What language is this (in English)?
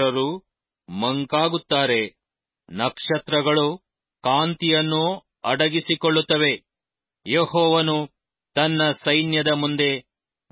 Kannada